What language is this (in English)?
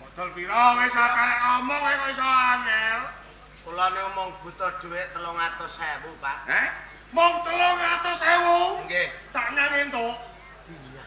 Javanese